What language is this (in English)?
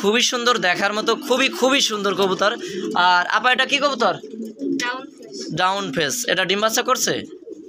Bangla